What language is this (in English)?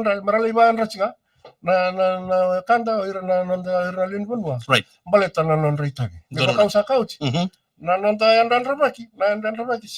Fijian